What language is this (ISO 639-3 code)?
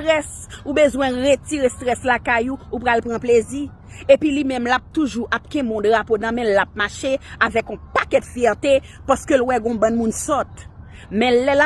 hat